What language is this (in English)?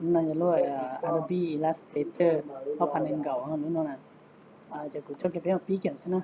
Hmong